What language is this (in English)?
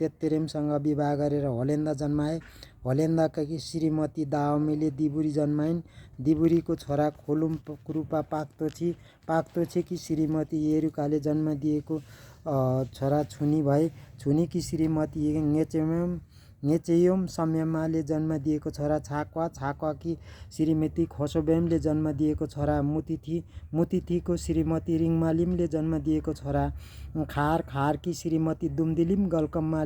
Nepali